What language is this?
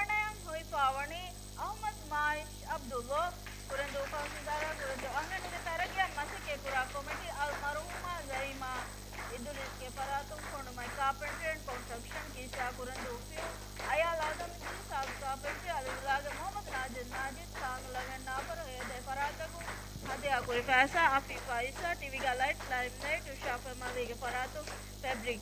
Divehi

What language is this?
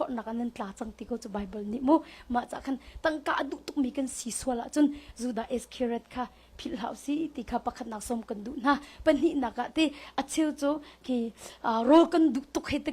Hakha Chin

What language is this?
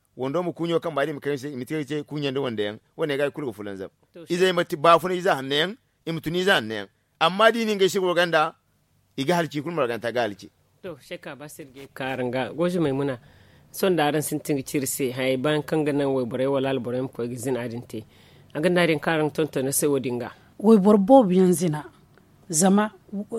Zarma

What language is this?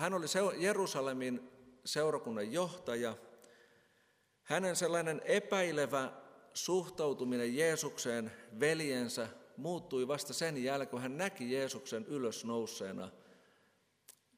Finnish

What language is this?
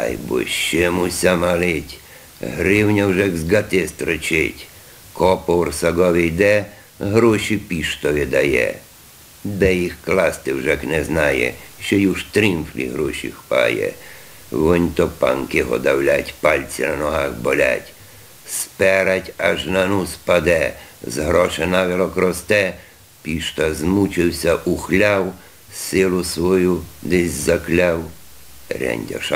Rusyn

